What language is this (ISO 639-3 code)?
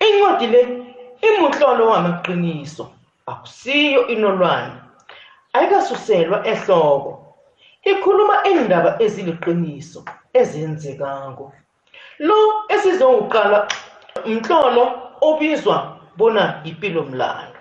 nbl